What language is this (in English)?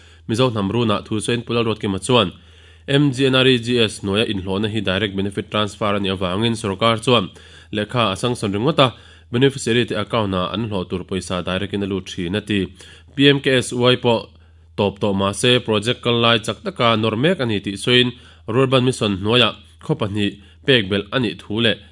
Mizo